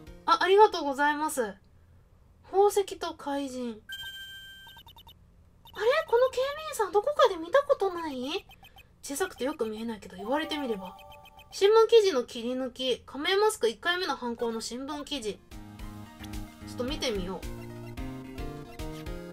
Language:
Japanese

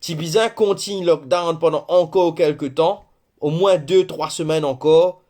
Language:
Morisyen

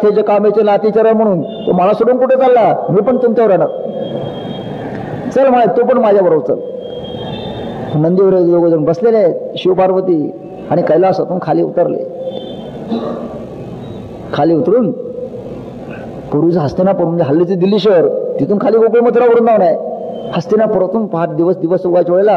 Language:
Marathi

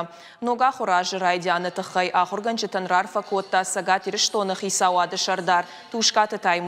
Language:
Ossetic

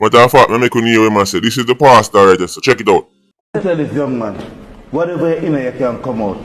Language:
Jamaican Creole English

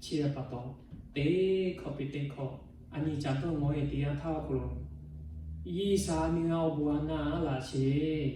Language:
Lahu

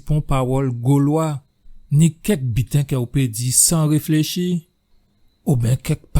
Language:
Guadeloupean Creole French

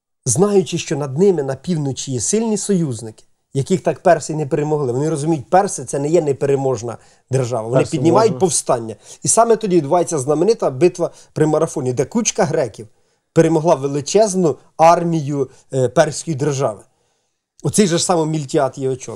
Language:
Ukrainian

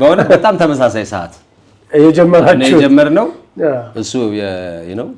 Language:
Amharic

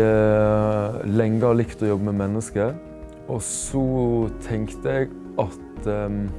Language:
Norwegian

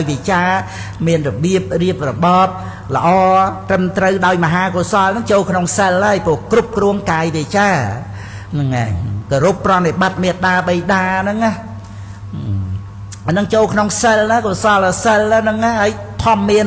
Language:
Khmer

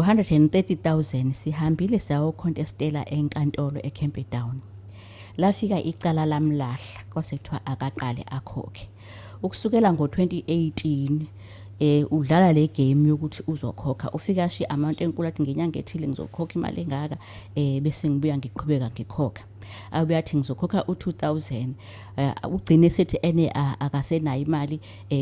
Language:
Zulu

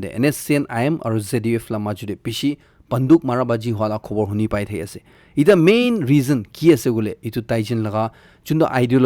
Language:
Naga Pidgin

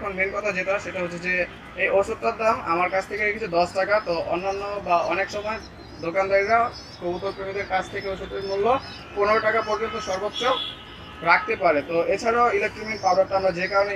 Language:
Bangla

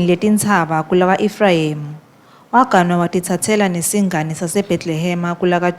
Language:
Swati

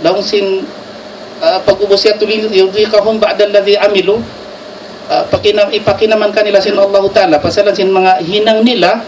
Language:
Tausug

